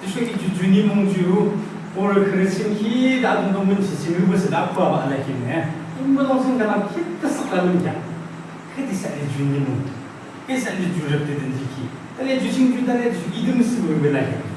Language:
Yimchungru Naga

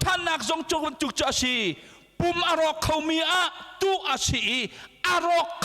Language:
Hakha Chin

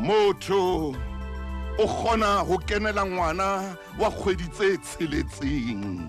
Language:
Southern Sotho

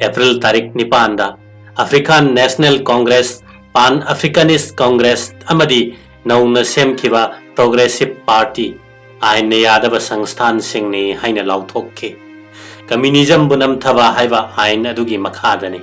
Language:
Manipuri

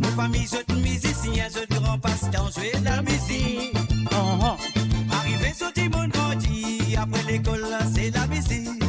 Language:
Morisyen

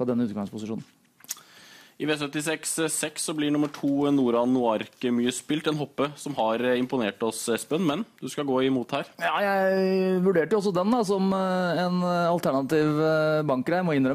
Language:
Norwegian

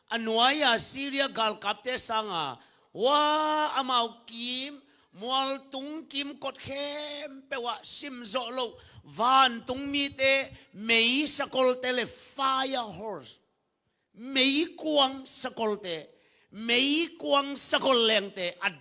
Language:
Tedim Chin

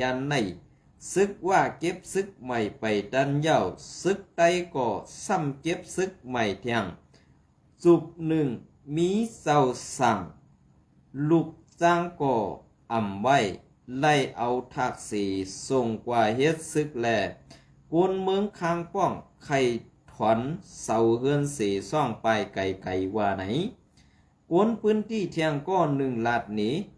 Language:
Shan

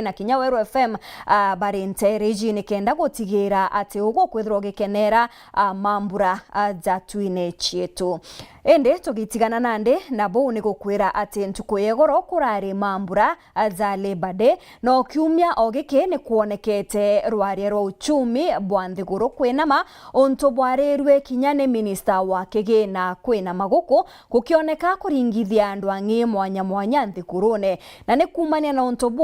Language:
Meru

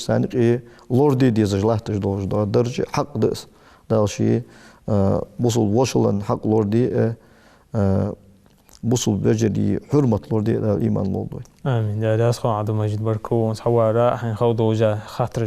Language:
Ingush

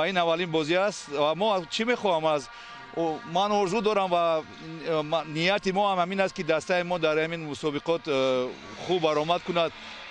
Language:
Tajik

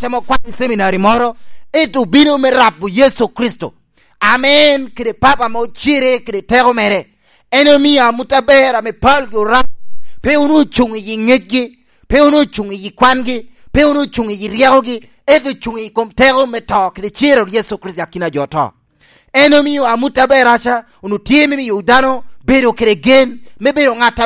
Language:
Lango (Uganda)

